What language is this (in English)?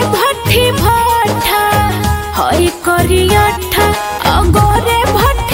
Bhojpuri